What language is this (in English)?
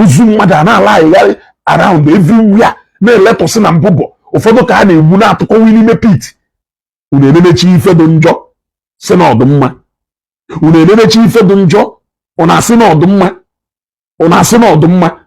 Igbo